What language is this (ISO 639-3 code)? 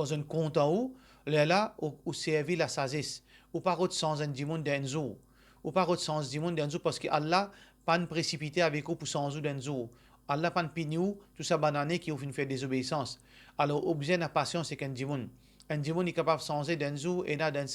mfe